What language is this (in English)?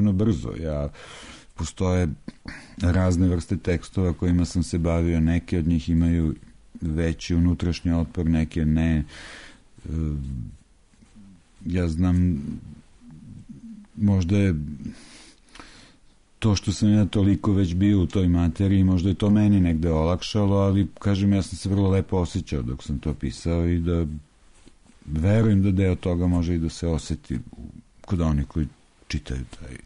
Serbian